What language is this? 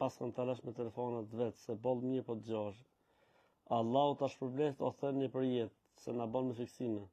Albanian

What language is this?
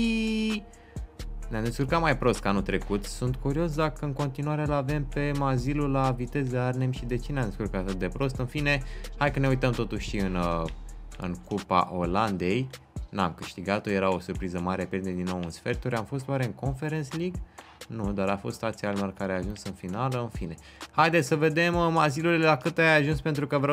Romanian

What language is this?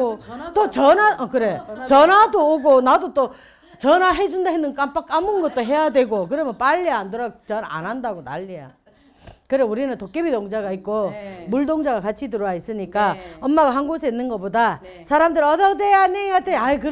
Korean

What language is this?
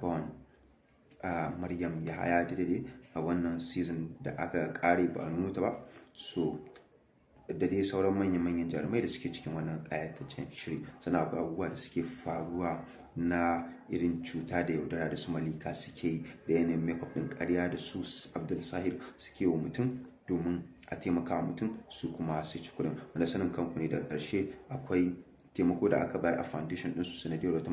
Hausa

